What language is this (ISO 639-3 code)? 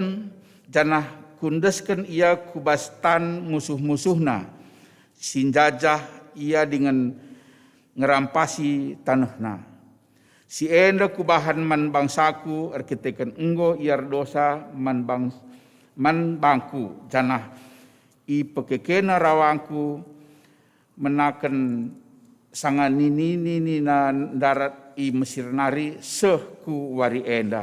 btx